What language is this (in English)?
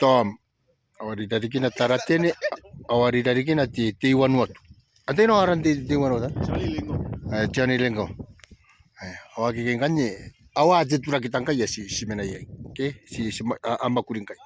Gilbertese